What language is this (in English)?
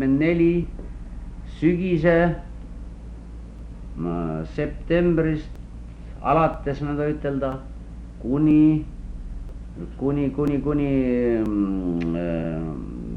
Estonian